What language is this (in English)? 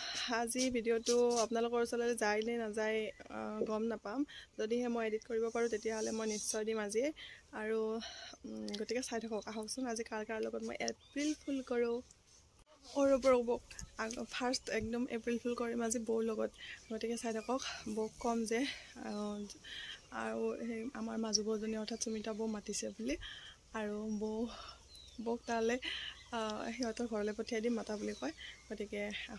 Assamese